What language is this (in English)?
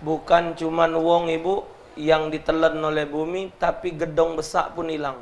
Musi